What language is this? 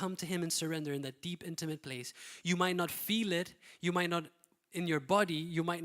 English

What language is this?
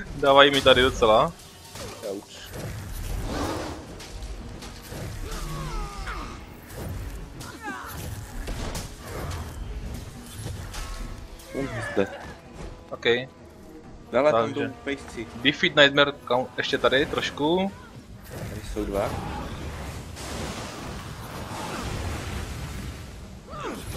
Czech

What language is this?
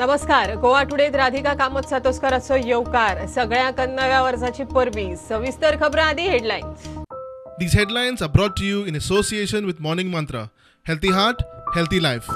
Konkani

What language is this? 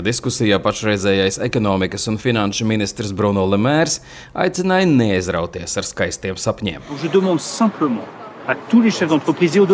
Latvian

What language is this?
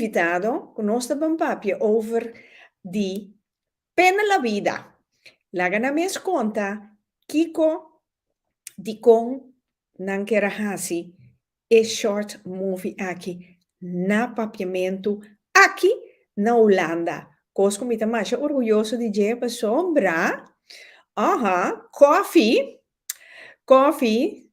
Papiamento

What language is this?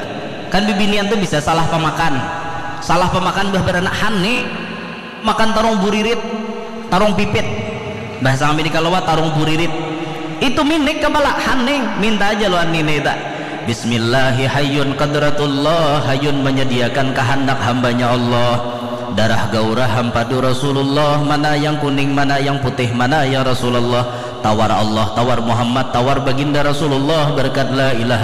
Banjar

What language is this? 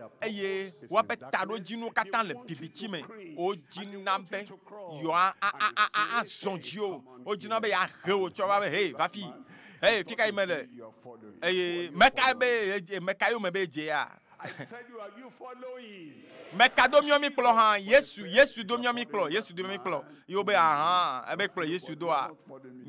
Ewe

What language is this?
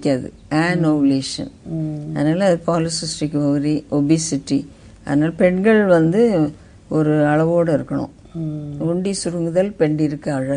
Tamil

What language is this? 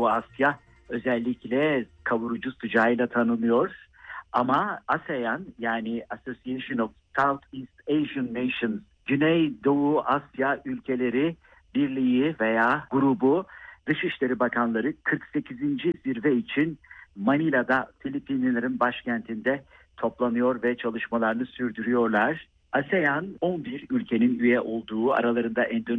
Turkish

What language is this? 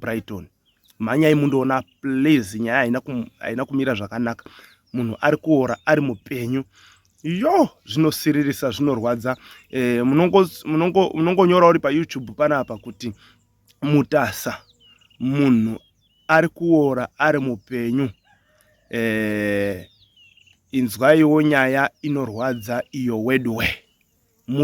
Shona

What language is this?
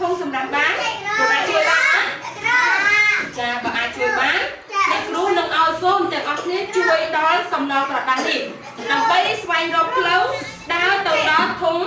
Khmer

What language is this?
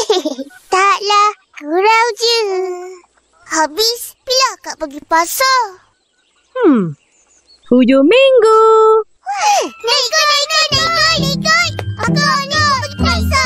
Malay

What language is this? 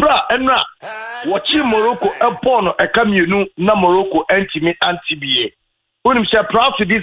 Akan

